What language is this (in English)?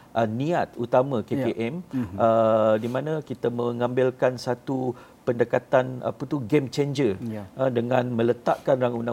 Malay